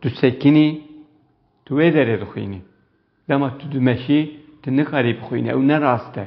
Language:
Kurdish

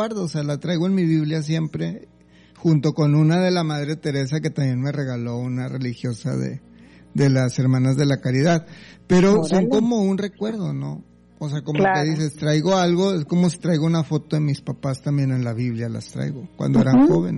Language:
Spanish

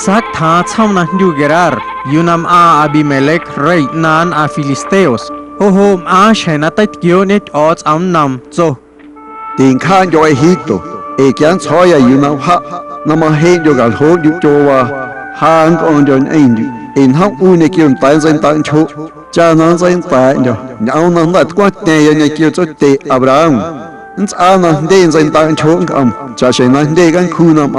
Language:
Guerrero Amuzgo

